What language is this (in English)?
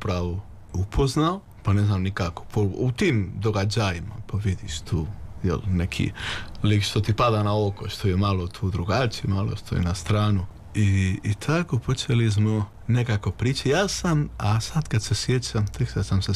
Serbian